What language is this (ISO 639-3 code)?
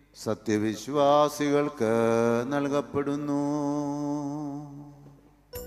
mal